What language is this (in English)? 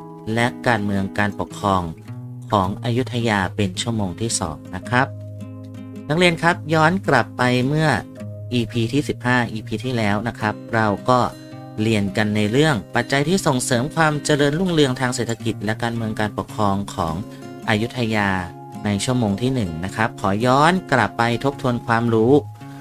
Thai